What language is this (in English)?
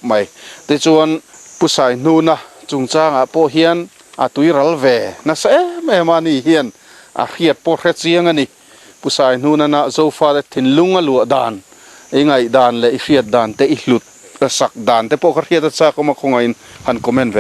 Mizo